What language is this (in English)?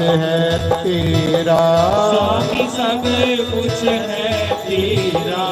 Dogri